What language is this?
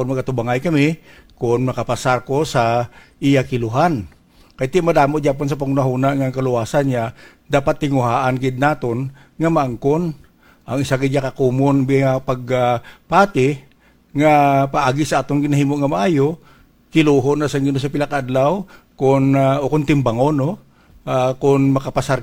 Hiligaynon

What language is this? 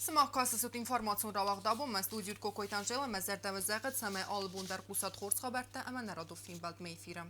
Ossetic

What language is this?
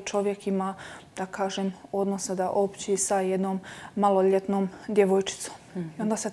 Croatian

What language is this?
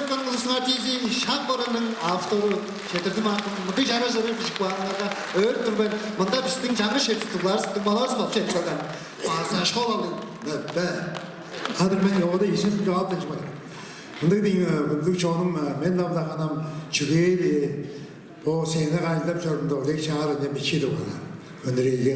Tuvinian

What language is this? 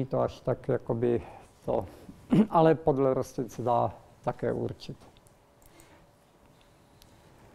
Czech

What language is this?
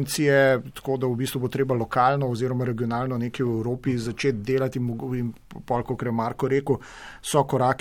Slovenian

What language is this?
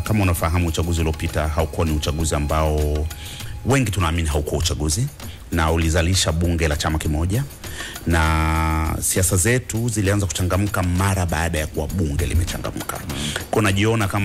Swahili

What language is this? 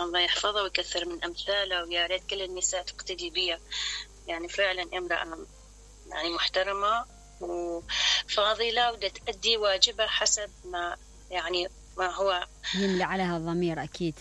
Mesopotamian Arabic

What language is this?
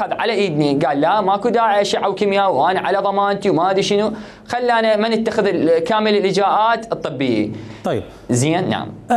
Mesopotamian Arabic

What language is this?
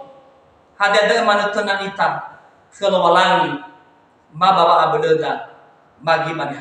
Nias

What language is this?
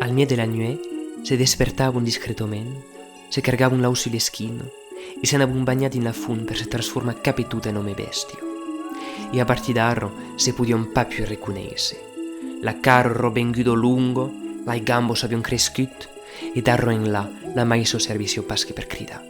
Occitan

